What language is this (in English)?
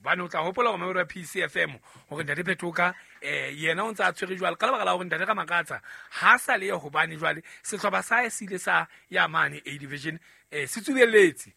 Southern Sotho